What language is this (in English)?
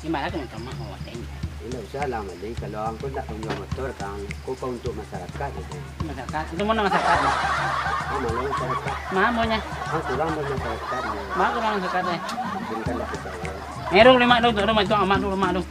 Minangkabau